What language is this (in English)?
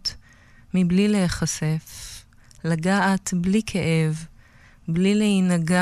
Hebrew